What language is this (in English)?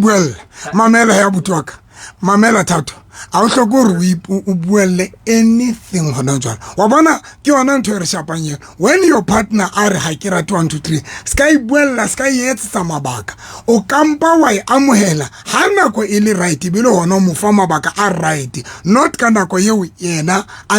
Southern Sotho